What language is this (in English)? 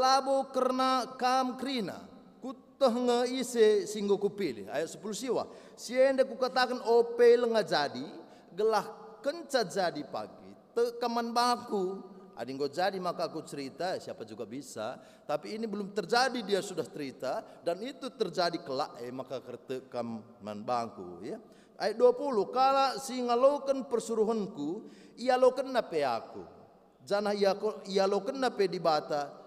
Batak Karo